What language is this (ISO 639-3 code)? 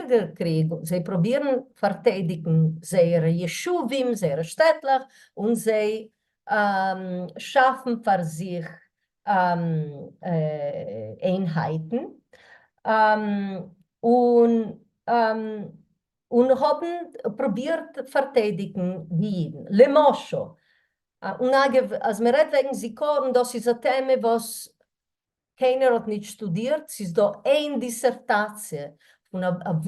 yid